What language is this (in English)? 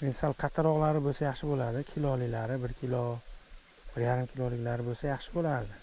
Uzbek